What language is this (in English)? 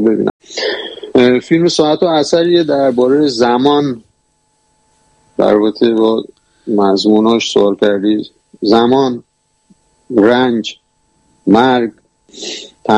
Persian